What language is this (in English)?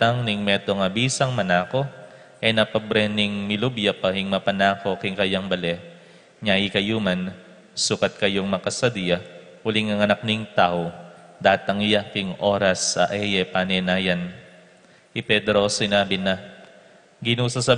Pampanga